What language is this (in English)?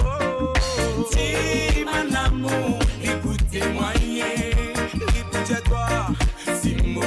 Morisyen